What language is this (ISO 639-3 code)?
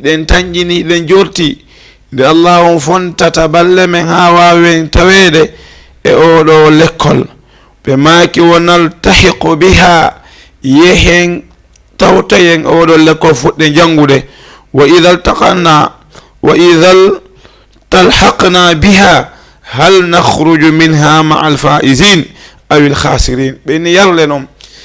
ful